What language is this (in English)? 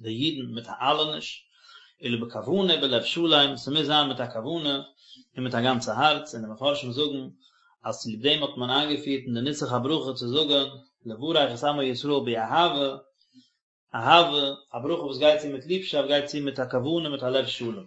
Yiddish